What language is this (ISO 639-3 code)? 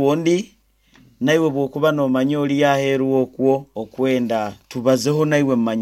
nyo